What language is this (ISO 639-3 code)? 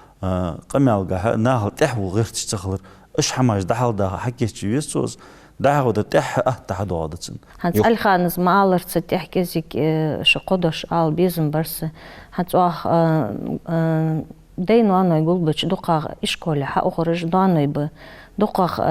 inh